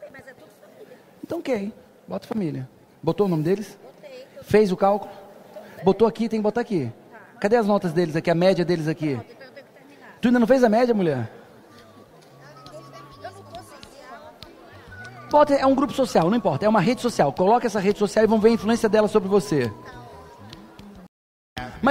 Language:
Portuguese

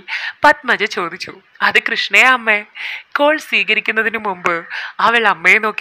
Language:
Malayalam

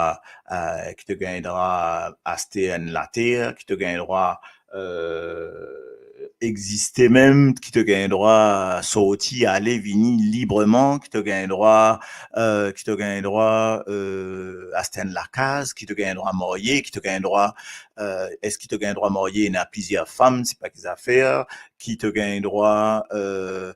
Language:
Morisyen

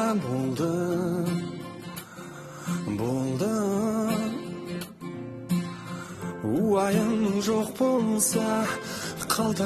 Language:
Kazakh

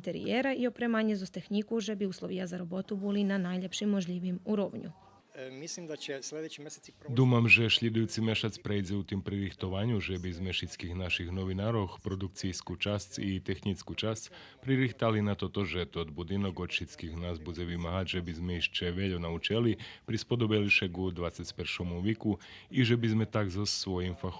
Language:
Rusyn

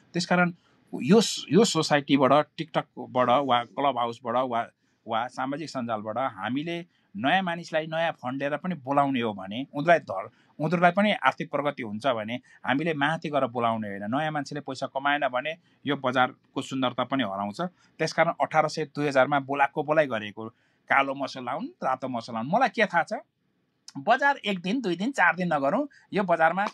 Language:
Nepali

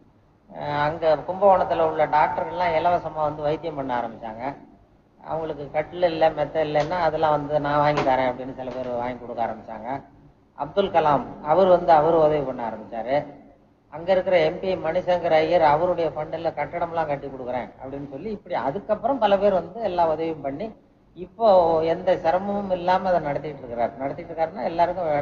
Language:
Tamil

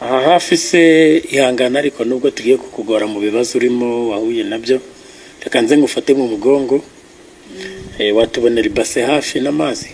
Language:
Kinyarwanda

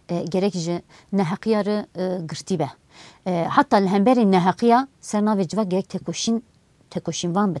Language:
Kurdish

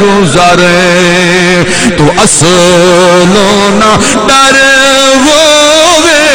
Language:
Saraiki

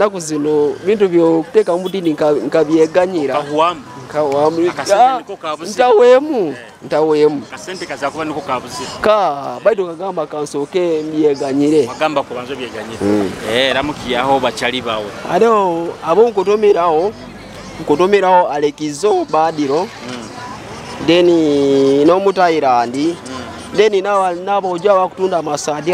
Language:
Nyoro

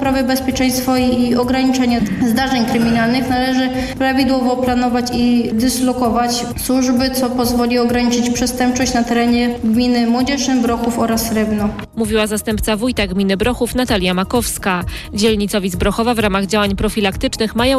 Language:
Polish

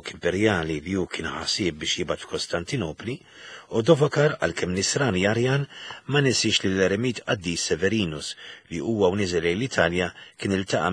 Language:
Maltese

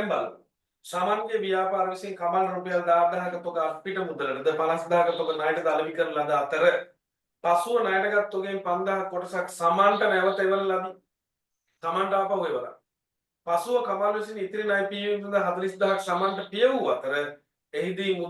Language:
Sinhala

